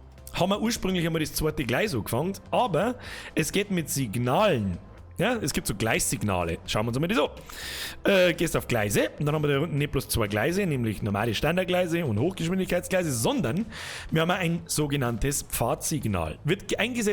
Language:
Bavarian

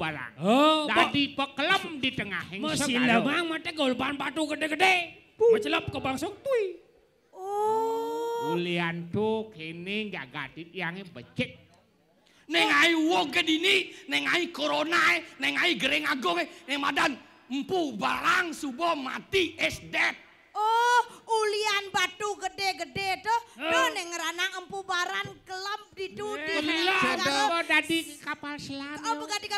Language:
Balinese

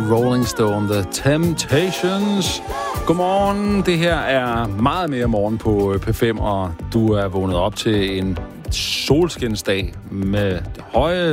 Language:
Danish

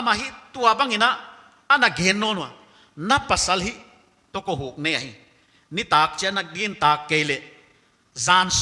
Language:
Paite Chin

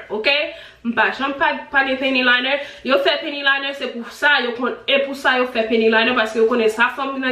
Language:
Haitian Creole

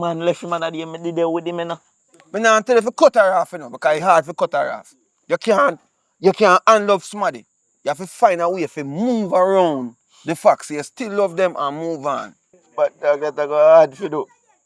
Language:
Jamaican Creole English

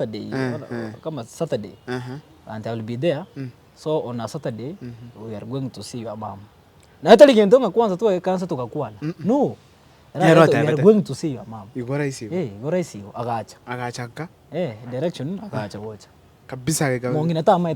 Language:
Gusii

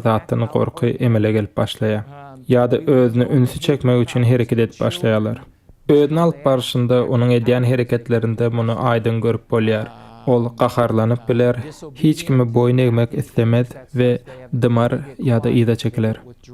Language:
Turkmen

